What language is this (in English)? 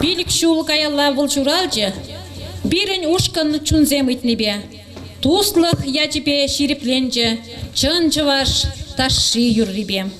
Chuvash